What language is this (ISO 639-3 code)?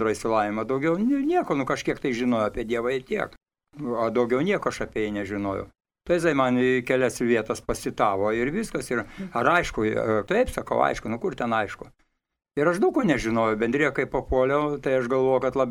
lit